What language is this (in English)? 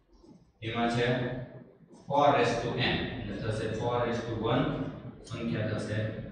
Gujarati